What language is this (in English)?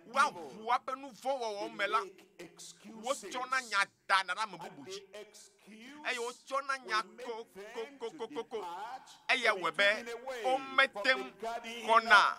Ewe